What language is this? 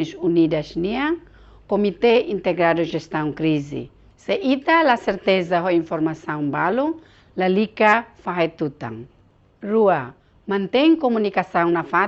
Tetum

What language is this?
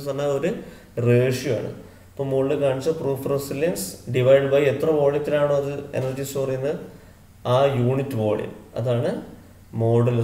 Malayalam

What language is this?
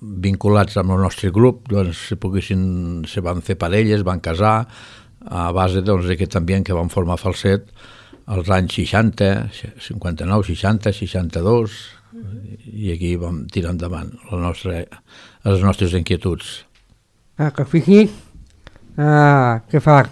Catalan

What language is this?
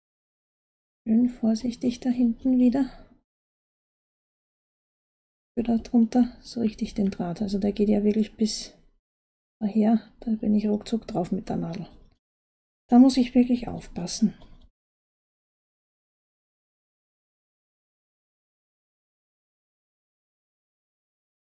German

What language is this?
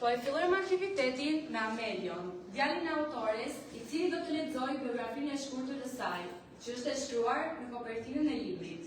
Albanian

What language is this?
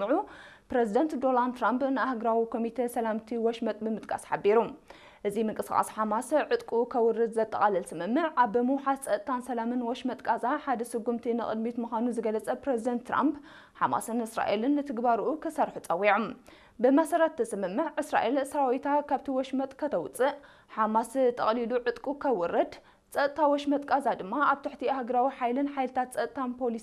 Tigrinya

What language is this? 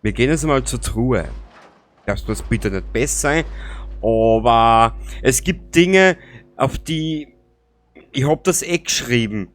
Bavarian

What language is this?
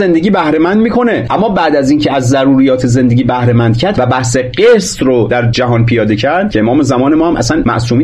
Persian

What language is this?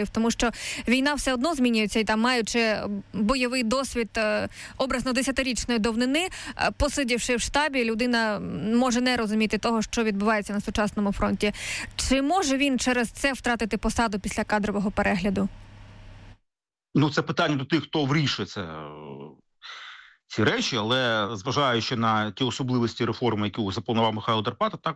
Ukrainian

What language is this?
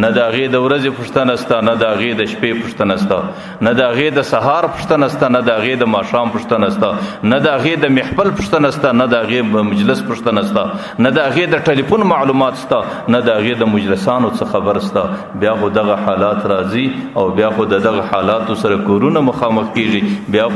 Pashto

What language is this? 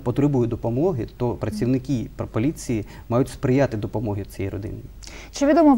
Ukrainian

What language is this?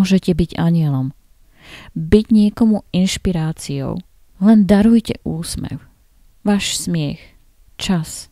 Slovak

